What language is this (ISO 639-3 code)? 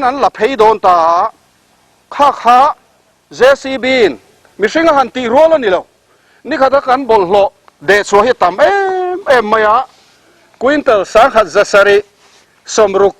lus